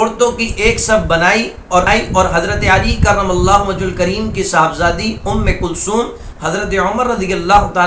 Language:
Urdu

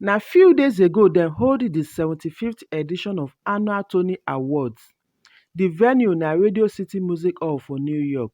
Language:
Nigerian Pidgin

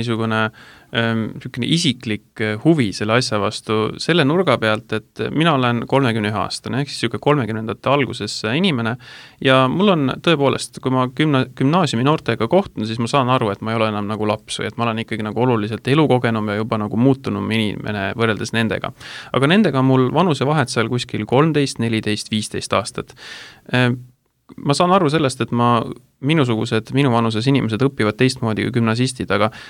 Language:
Estonian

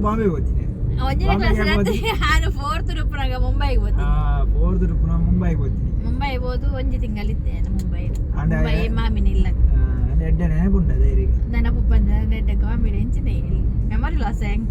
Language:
Tulu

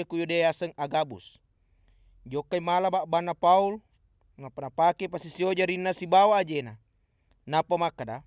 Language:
Buginese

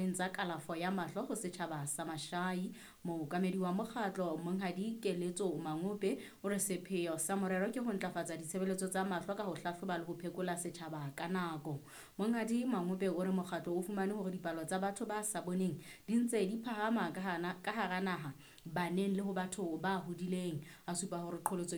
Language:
Southern Sotho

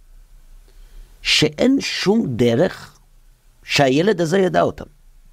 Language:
Hebrew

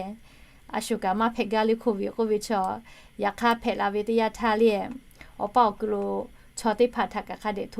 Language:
Lahu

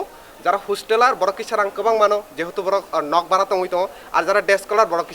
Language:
Kok Borok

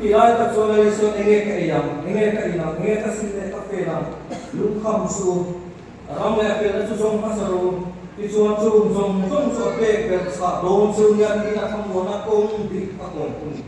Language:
Mizo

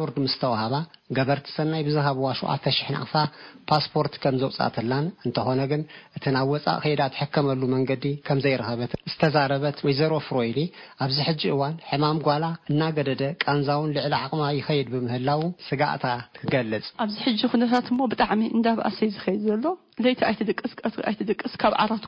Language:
Tigrinya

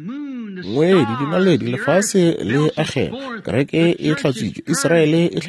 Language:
Northern Sotho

